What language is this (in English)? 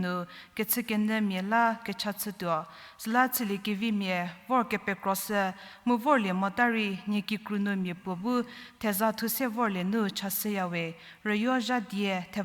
Angami Naga